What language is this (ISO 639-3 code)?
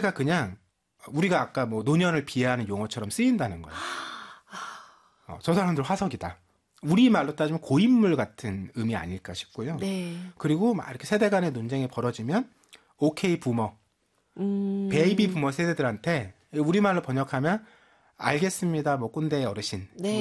kor